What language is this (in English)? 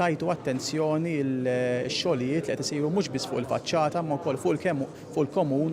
Maltese